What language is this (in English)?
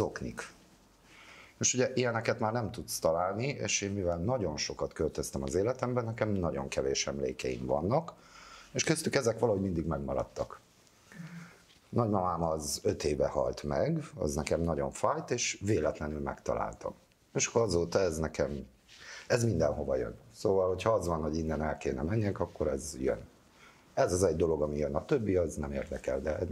Hungarian